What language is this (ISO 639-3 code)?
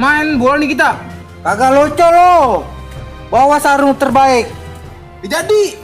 bew